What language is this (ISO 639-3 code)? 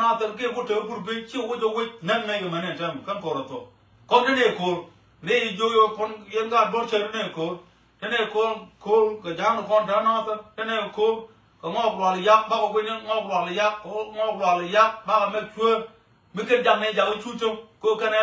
nus